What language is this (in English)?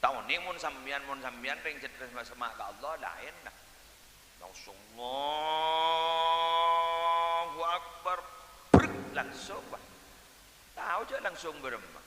Madurese